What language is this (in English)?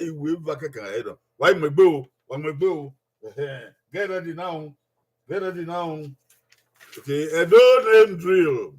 Bini